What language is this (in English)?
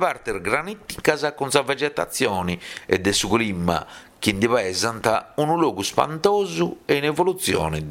Sardinian